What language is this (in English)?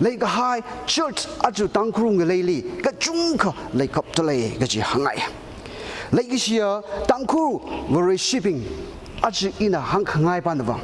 Tangkhul Naga (India)